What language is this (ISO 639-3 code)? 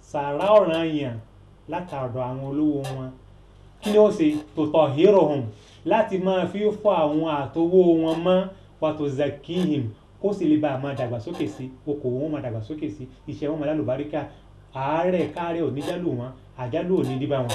yor